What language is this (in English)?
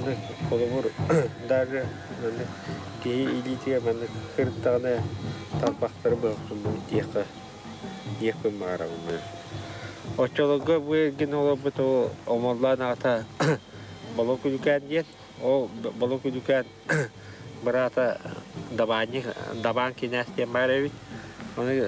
Yakut